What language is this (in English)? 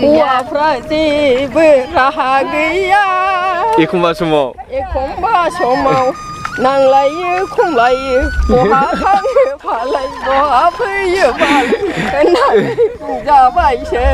Bodo